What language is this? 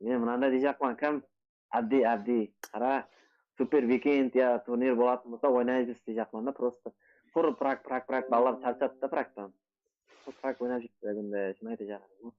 Kara-Kalpak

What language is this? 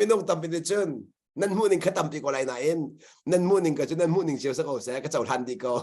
Hakha Chin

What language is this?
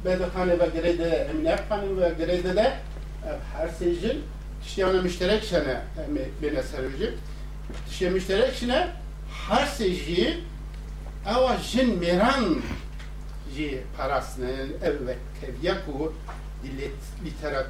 Kurdish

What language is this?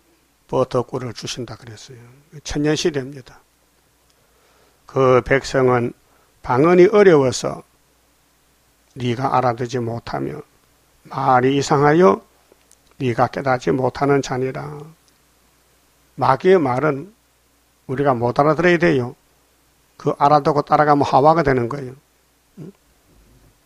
Korean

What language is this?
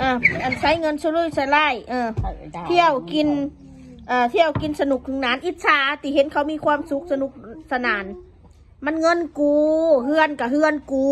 Northeastern Thai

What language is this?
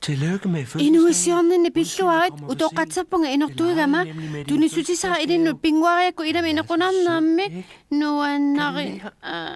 Kalaallisut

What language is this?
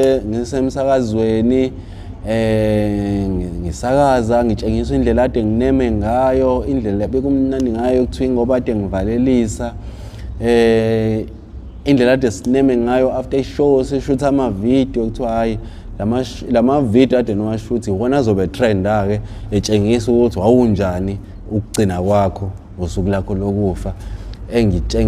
Zulu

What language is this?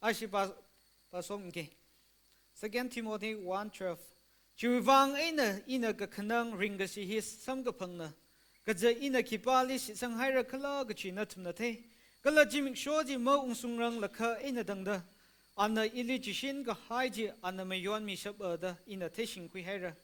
Tangkhul Naga (India)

